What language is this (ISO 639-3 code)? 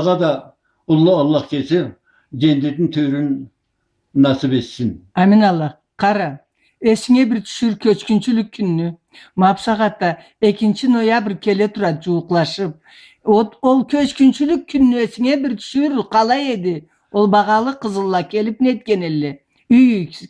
krc